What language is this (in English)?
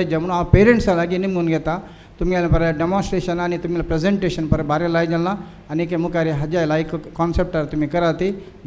Konkani